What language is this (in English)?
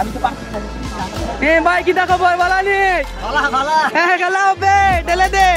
Sylheti